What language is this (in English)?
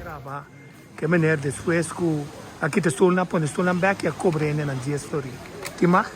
Papiamento